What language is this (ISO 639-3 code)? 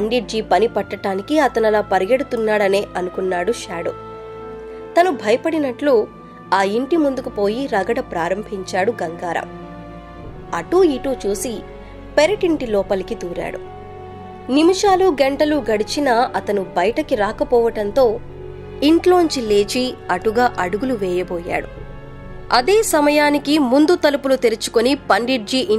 tel